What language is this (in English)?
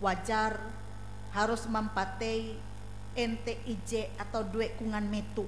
Ngaju